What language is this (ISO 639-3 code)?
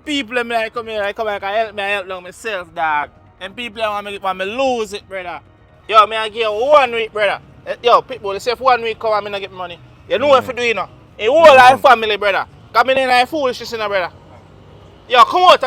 jam